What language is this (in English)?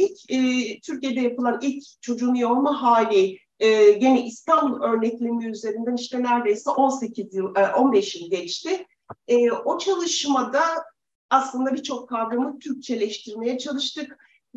Turkish